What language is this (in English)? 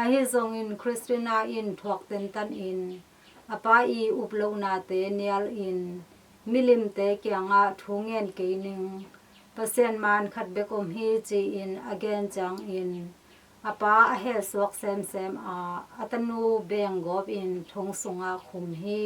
Tedim Chin